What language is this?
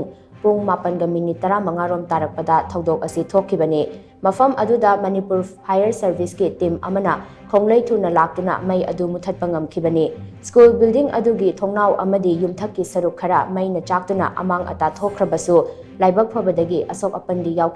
Manipuri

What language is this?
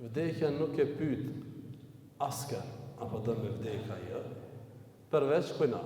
Albanian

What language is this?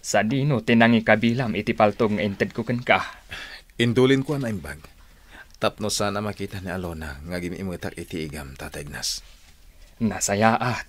Iloko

